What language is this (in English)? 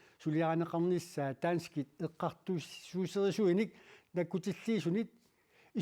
Kalaallisut